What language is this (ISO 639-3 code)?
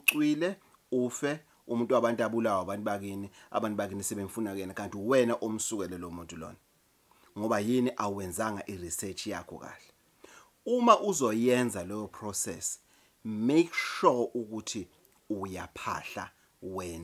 zul